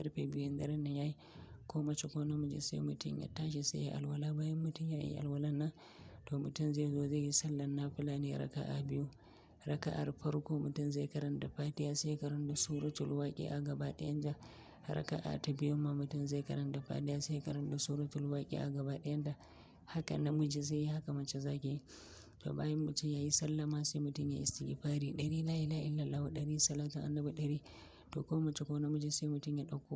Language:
Hausa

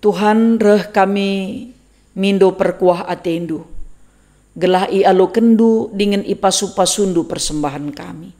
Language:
Batak Karo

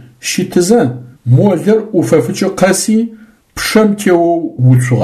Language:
Adyghe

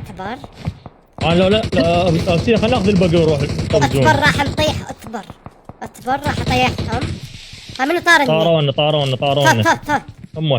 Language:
Mesopotamian Arabic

